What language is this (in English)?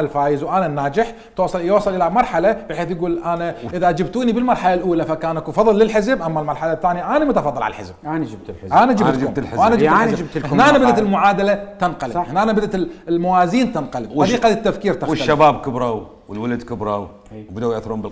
Mesopotamian Arabic